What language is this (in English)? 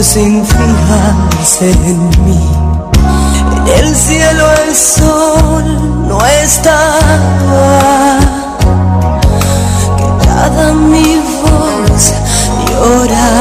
Spanish